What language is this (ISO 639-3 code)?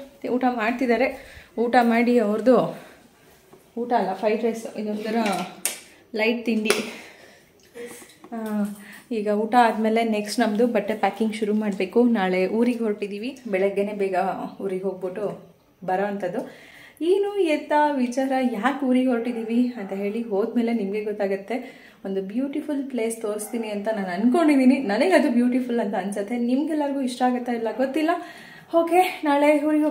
kan